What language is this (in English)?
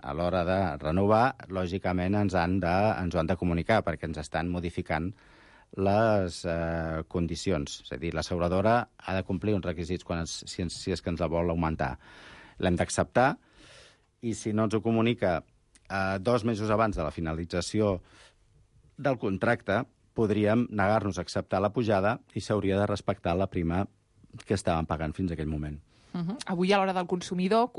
Catalan